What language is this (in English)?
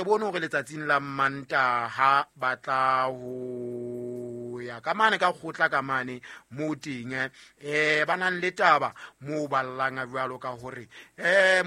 Southern Sotho